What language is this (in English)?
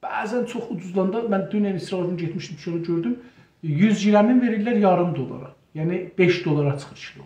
South Azerbaijani